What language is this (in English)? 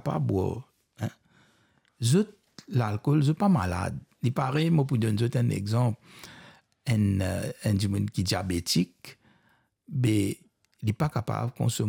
Morisyen